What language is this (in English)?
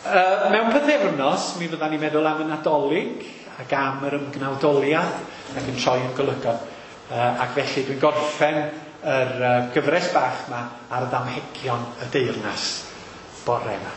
Welsh